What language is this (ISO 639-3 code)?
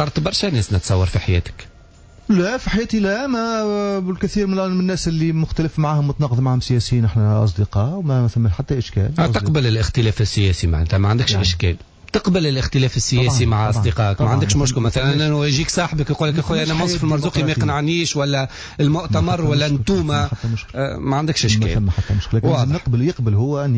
aeb